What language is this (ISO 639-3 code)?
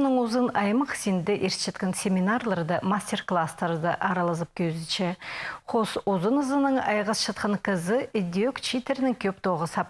kjh